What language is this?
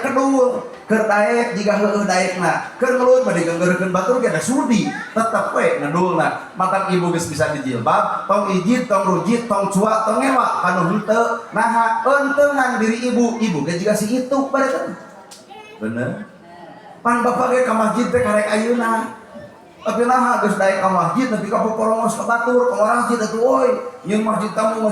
Sundanese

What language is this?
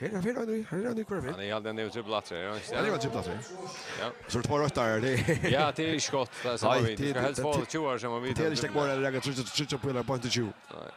Faroese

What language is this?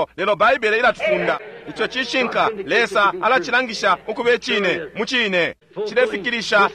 Bemba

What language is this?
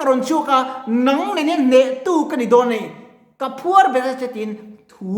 Mizo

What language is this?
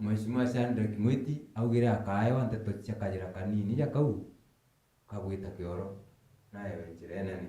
Meru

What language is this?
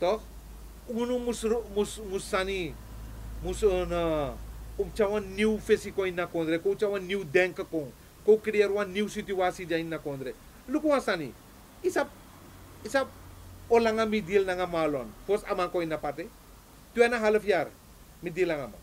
Sranan Tongo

